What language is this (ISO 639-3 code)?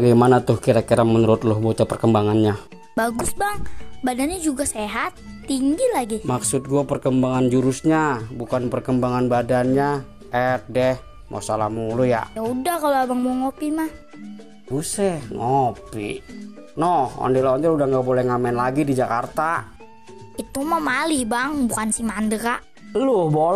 bew